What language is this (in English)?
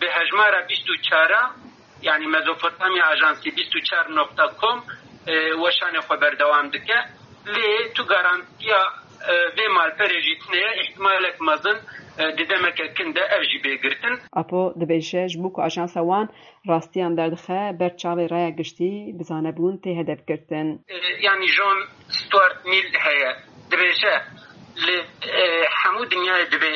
Kurdish